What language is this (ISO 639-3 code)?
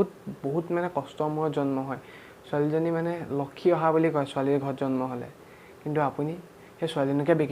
asm